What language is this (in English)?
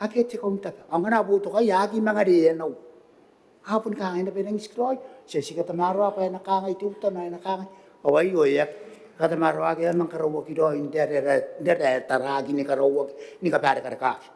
Gilbertese